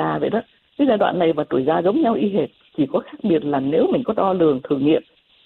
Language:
Vietnamese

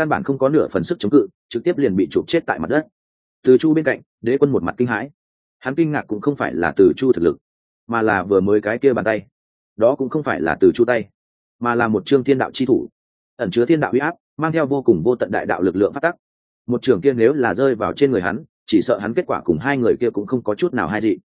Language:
Vietnamese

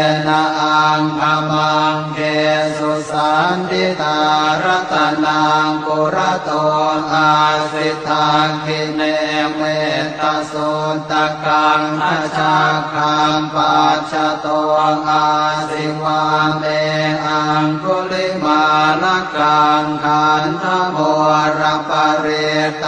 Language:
Pali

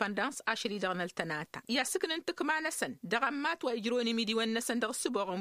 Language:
Tamasheq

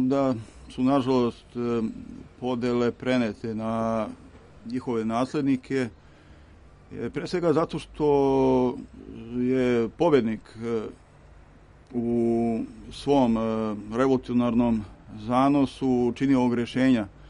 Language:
Serbian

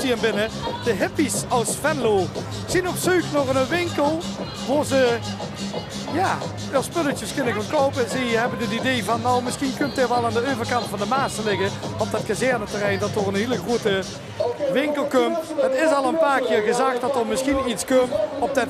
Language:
Limburgish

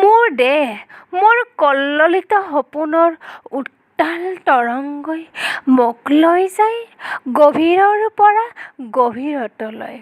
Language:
Assamese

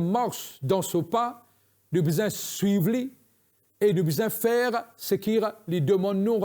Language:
Morisyen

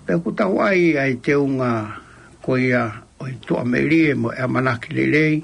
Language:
Tongan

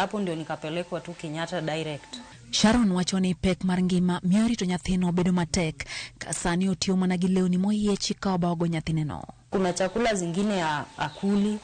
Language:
Luo (Kenya and Tanzania)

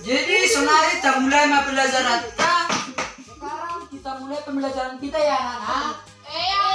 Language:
Batak Toba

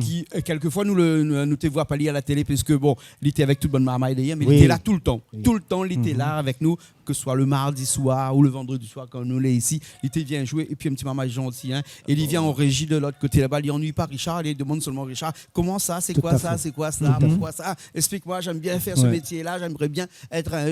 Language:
Réunion Creole French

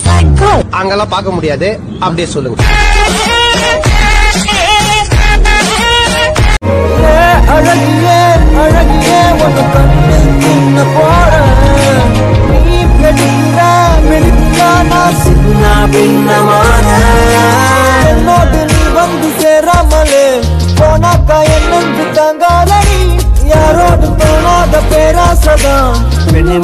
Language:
Tamil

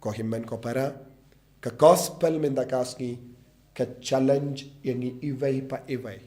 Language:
Khasi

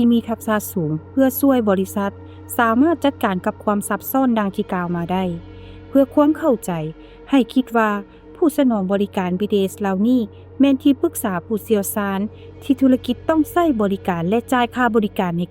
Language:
Lao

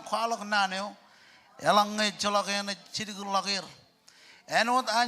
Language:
Marshallese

